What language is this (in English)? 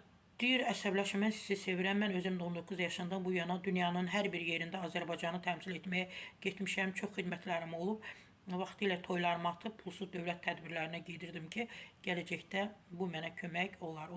Azerbaijani